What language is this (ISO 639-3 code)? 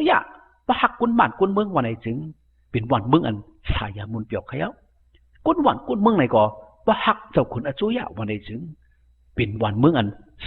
shn